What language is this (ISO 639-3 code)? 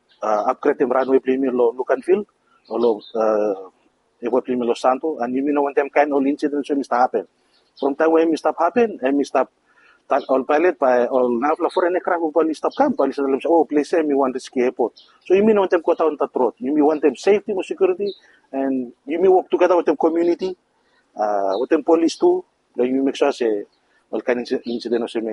bis